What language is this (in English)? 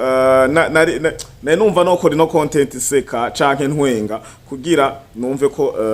Rundi